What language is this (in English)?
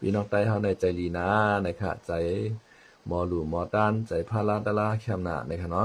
Shan